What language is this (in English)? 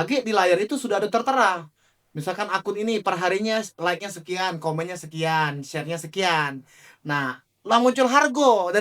Musi